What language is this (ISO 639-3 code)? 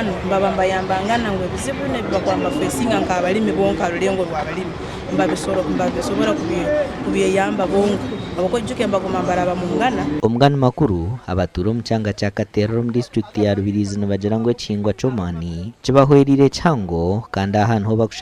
nyn